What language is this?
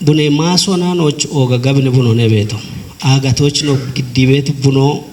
Kafa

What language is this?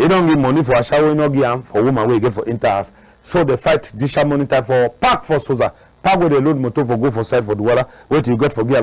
Cameroon Pidgin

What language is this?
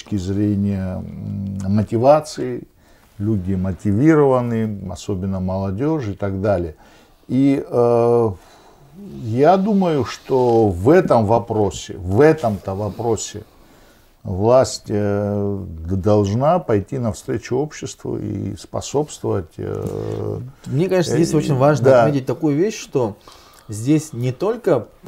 Russian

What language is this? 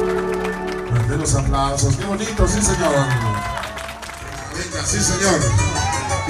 Spanish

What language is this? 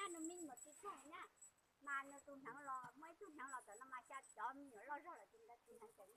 Hmong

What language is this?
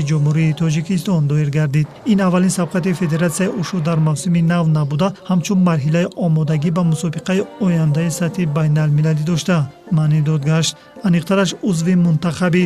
Tajik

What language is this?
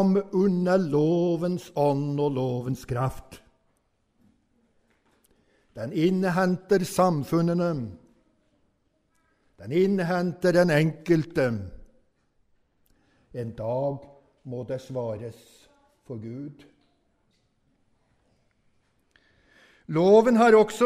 Norwegian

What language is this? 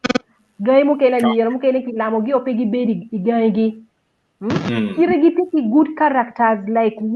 Acoli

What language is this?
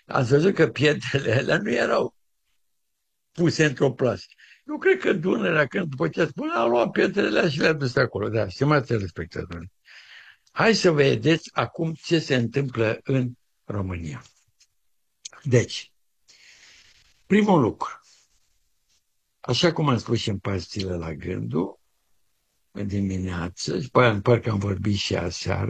Romanian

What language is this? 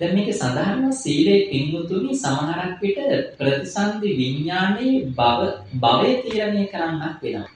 Sinhala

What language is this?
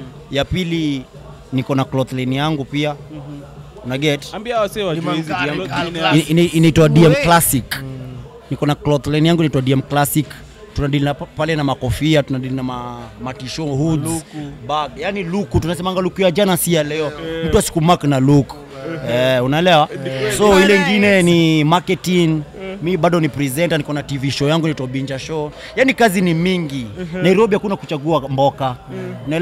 Swahili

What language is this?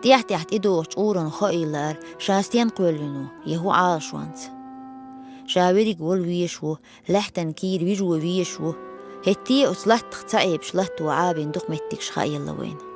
Chechen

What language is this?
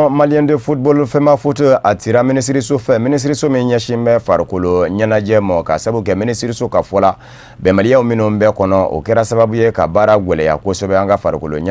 Bambara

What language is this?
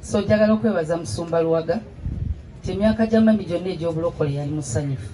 Ganda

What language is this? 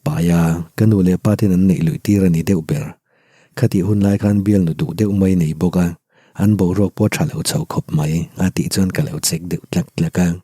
Mizo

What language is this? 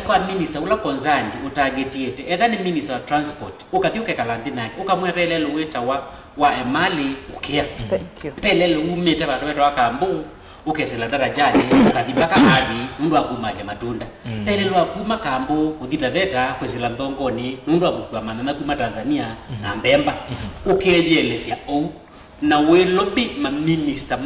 Kamba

